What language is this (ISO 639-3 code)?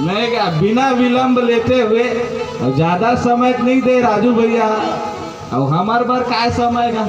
hne